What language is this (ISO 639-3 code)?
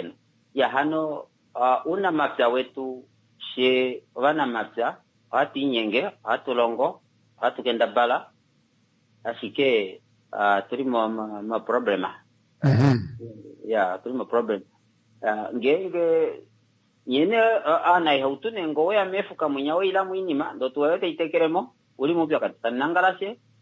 kua